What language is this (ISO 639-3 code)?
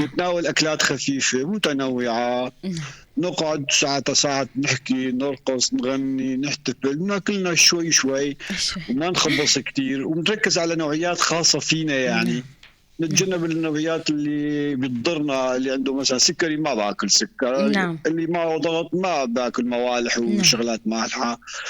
apc